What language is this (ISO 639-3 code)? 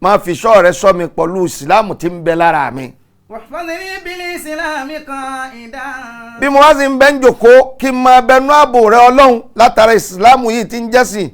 yor